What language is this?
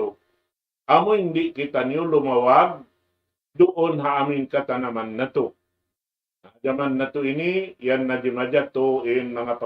Tausug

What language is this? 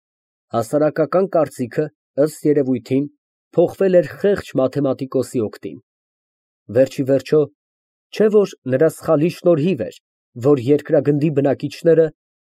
Armenian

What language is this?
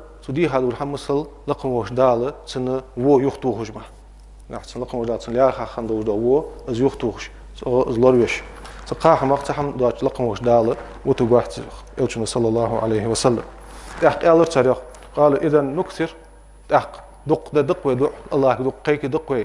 Ingush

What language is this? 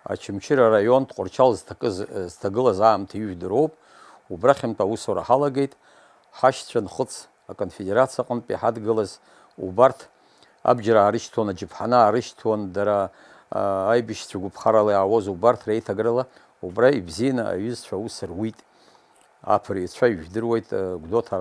Abkhazian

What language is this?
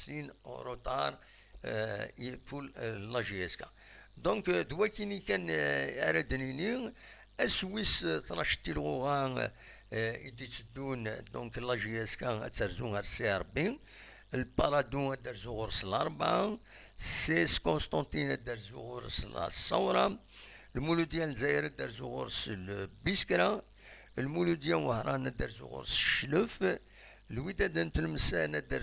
Kabyle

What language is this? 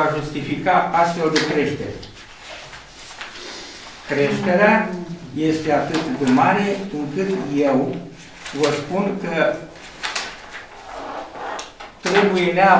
Romanian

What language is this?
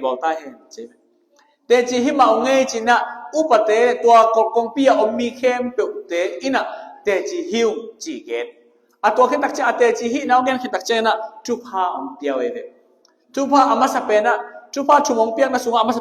Tedim Chin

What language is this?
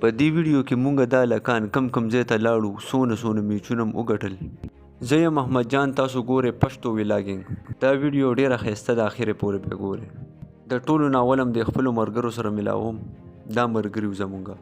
Pashto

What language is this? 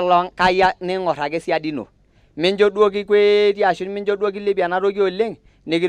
Masai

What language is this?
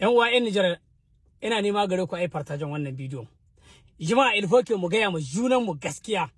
Hausa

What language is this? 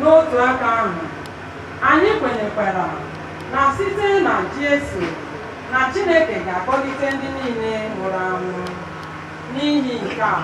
Igbo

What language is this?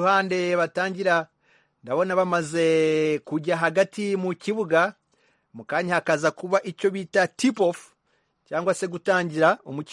Kinyarwanda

